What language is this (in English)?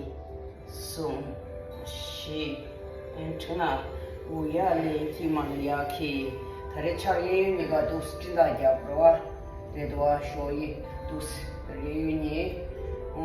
Tibetan